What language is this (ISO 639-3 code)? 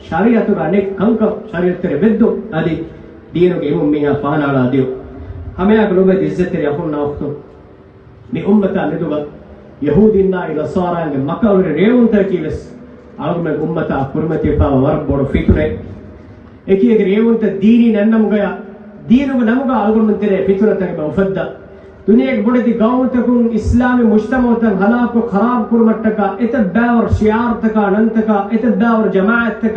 div